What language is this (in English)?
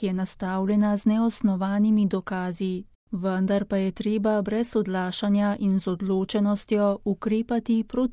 Slovenian